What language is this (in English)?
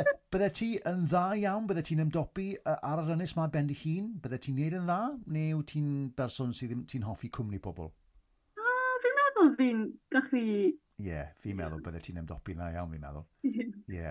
Welsh